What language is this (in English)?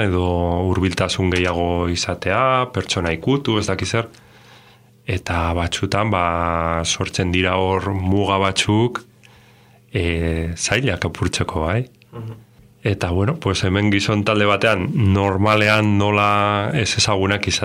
Basque